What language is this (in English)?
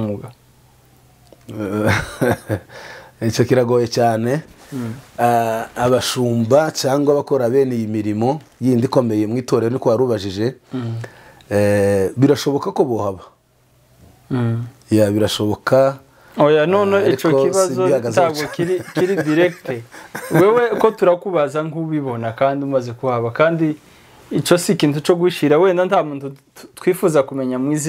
Kinyarwanda